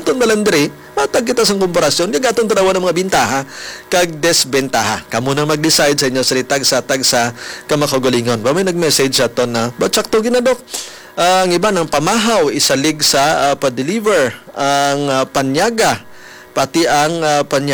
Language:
Hiligaynon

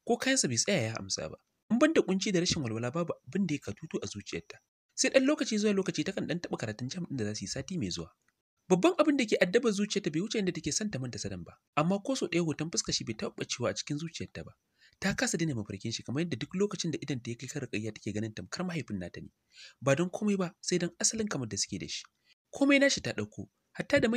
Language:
Hausa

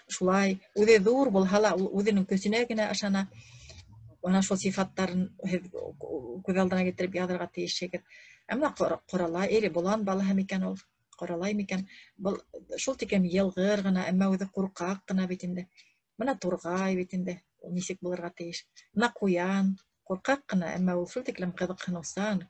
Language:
Bashkir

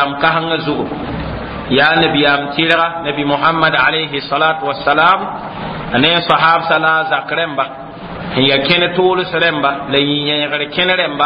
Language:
Mossi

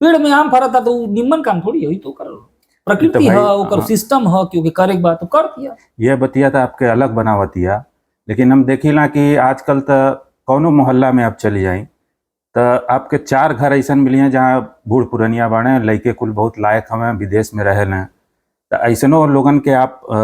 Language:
Bhojpuri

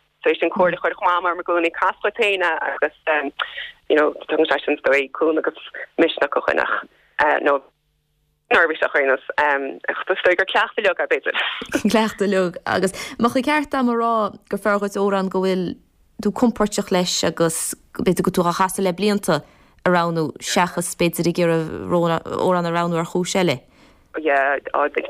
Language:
Irish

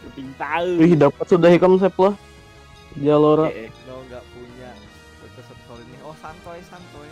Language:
Banjar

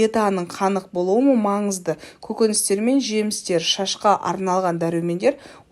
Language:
Kazakh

